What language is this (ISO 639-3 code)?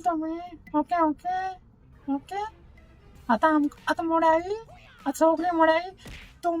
kok